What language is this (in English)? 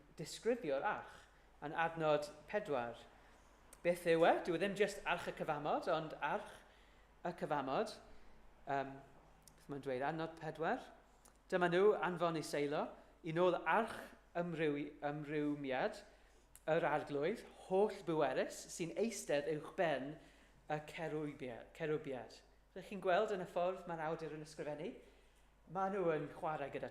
Welsh